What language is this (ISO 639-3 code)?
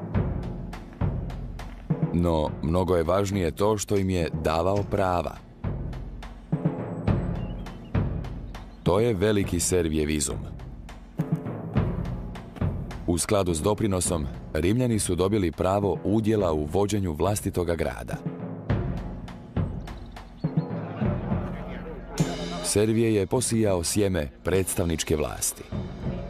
hrv